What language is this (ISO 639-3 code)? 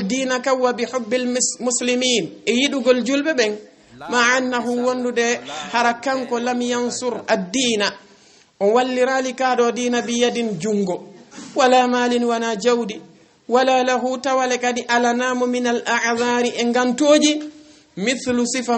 ful